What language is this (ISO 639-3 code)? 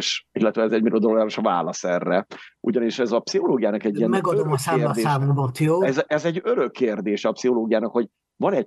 hun